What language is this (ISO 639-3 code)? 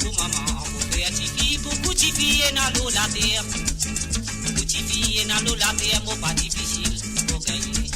mfe